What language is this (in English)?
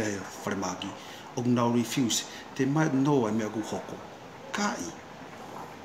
Tongan